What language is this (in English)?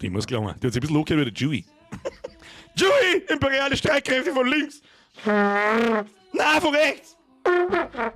Bavarian